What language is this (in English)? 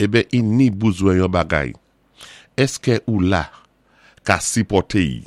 Saint Lucian Creole French